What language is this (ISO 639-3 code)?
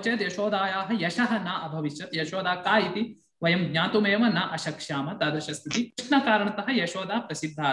san